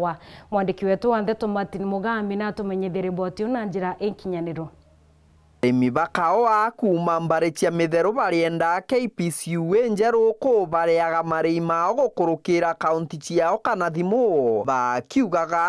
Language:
Meru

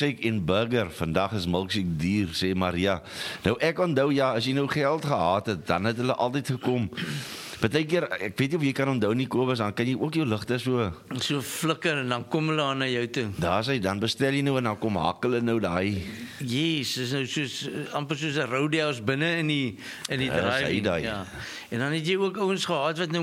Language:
Afrikaans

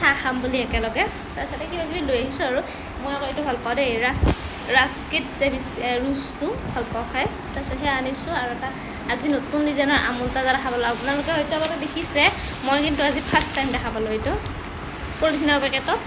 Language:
Assamese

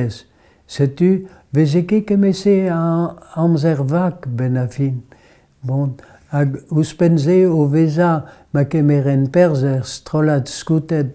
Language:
Breton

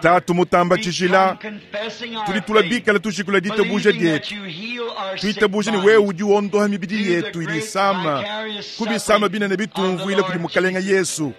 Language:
Luba-Lulua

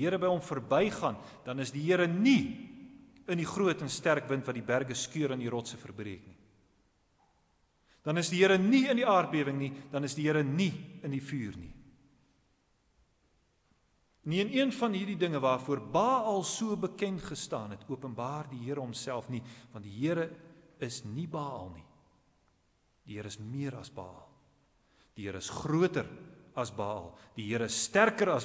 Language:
Afrikaans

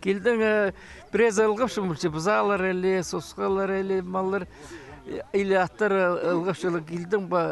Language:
Khakas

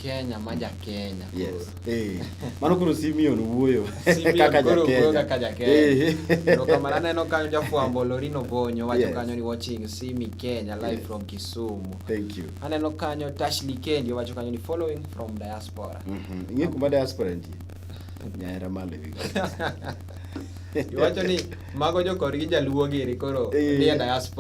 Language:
Luo (Kenya and Tanzania)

